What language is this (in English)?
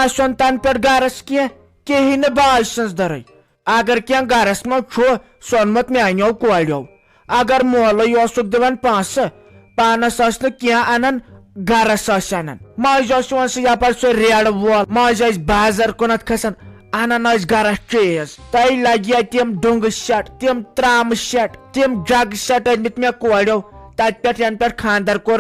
Kashmiri